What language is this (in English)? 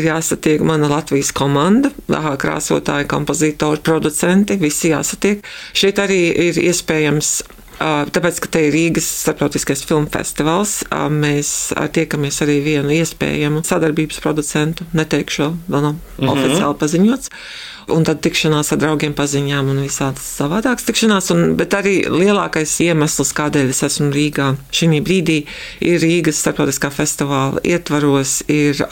Latvian